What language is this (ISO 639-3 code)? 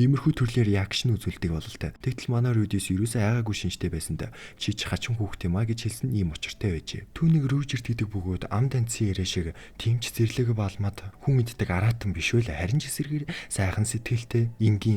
mon